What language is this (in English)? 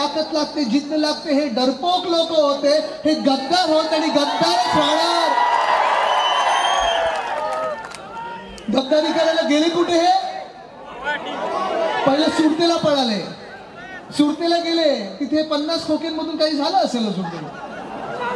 Marathi